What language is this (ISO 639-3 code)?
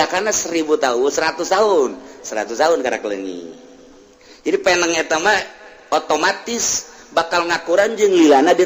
sun